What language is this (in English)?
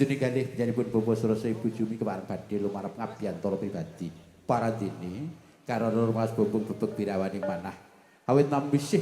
Javanese